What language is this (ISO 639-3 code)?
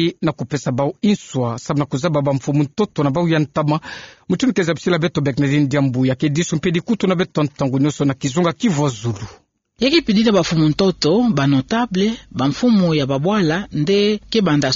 ktu